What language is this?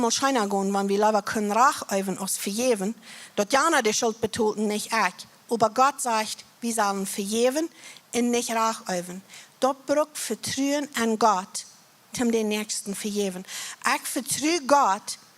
Plautdietsch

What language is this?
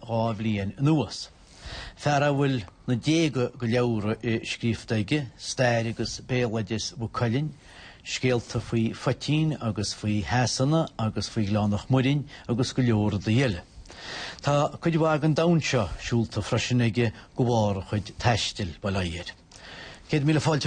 Irish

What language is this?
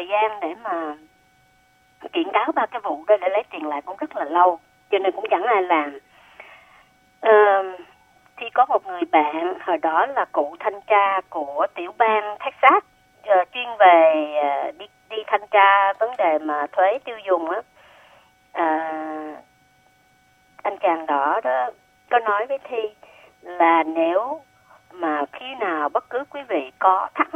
Vietnamese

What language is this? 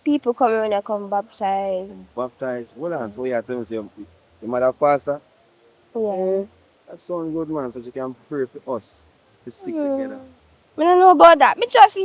Jamaican Creole English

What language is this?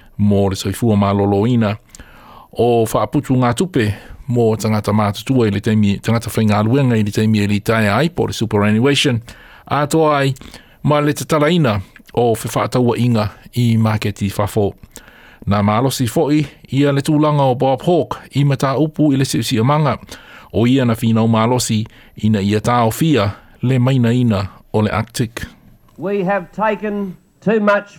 Samoan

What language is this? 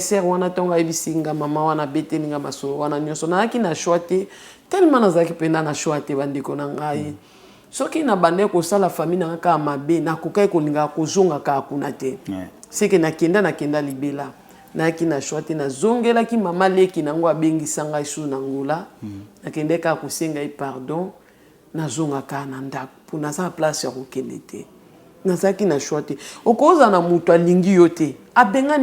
Lingala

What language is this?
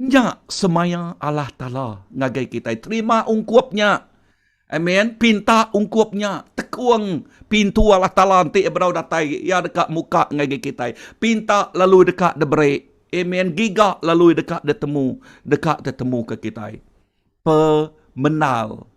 Iban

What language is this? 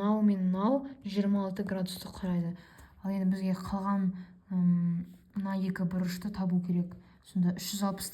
Kazakh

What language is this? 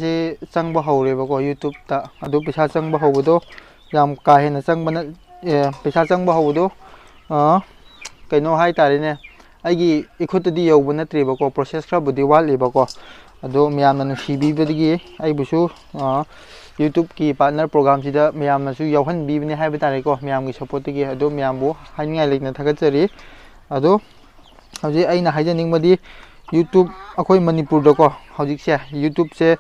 Manipuri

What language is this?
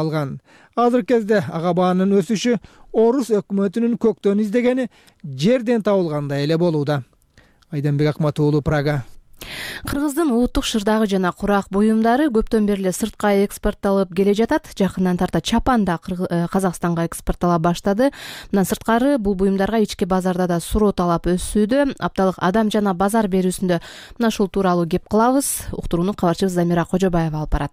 Kyrgyz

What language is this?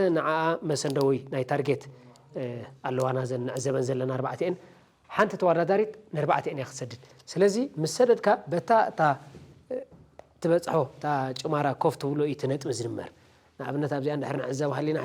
Tigrinya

